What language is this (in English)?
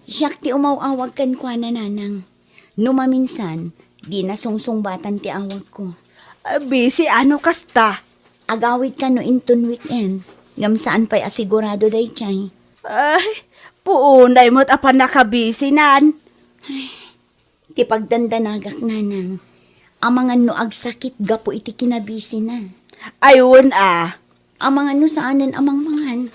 Iloko